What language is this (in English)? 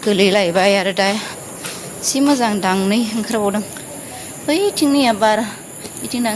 Bodo